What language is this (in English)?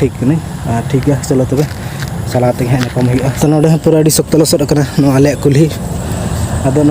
Santali